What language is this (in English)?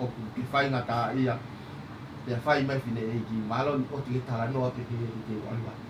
Tongan